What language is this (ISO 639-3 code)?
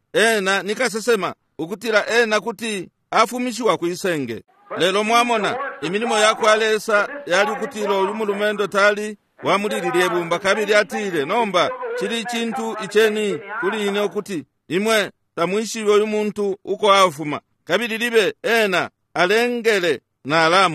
bem